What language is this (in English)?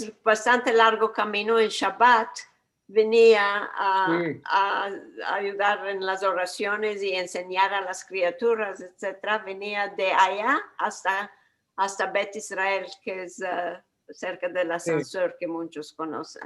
Ladino